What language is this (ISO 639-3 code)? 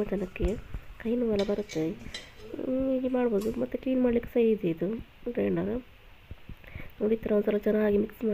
kan